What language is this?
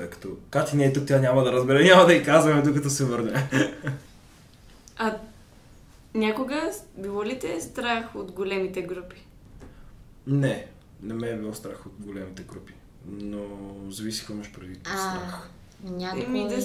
Bulgarian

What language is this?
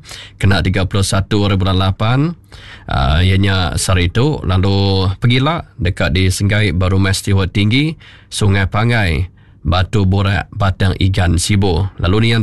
Iban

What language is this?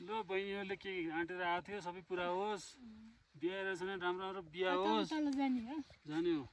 Nepali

